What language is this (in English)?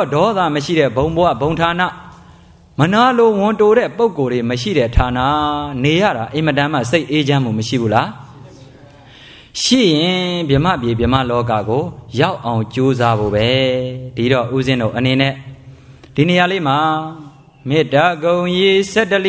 Burmese